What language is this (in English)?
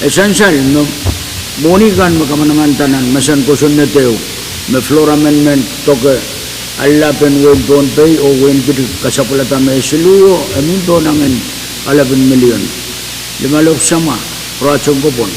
Pohnpeian